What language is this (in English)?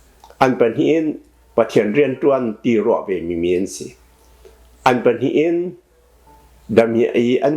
Hakha Chin